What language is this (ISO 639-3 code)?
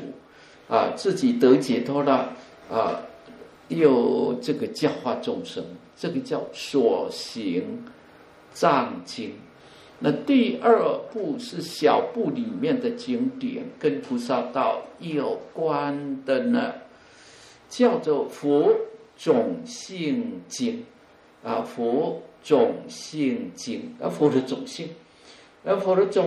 zho